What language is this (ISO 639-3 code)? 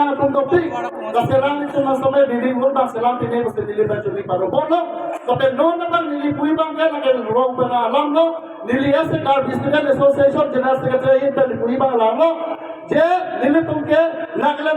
mjw